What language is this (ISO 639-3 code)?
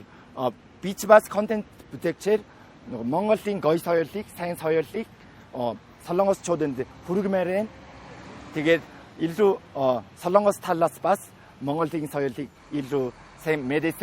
mon